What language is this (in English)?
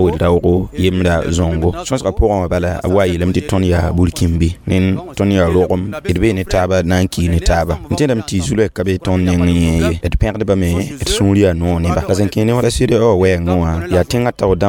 Mossi